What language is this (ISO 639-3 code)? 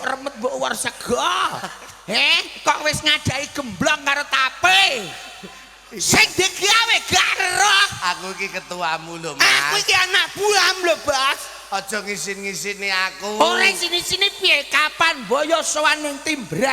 jav